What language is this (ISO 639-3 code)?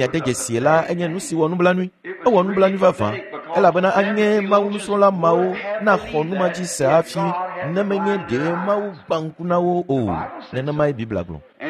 ewe